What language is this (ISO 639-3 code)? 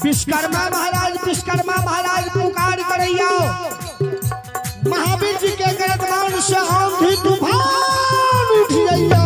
mai